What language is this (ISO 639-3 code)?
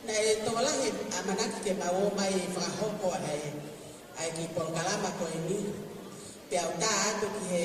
ton